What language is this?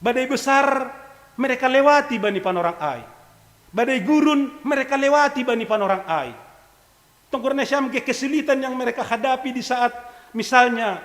Batak Simalungun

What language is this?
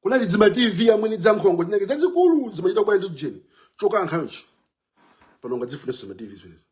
Nyanja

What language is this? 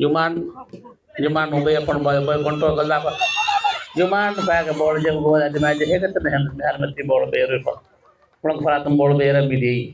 Divehi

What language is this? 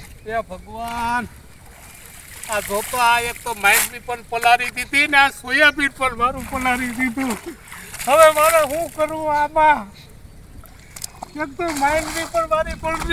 Gujarati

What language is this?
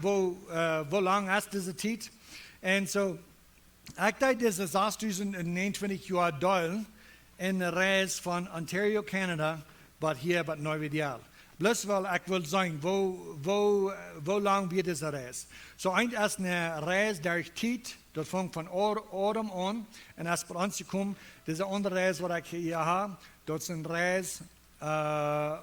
Plautdietsch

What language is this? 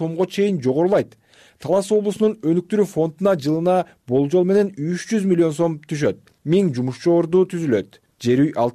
Kyrgyz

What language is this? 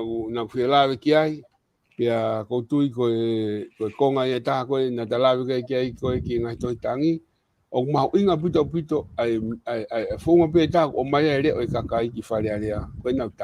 Tongan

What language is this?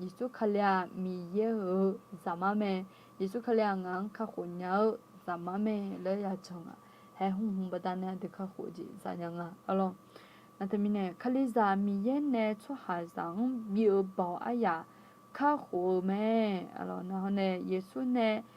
Akha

